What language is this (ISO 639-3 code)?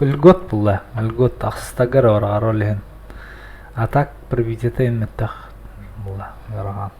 sah